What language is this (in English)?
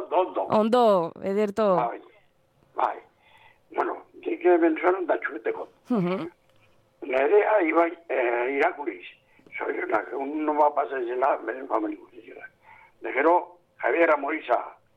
Basque